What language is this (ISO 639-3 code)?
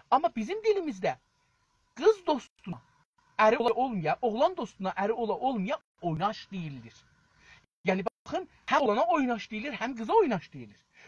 azb